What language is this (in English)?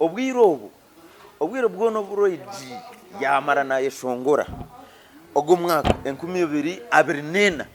Nyankole